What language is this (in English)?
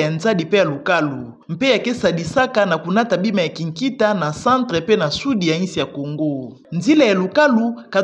Kituba (Democratic Republic of Congo)